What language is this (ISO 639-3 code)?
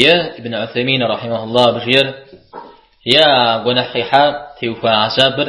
kbd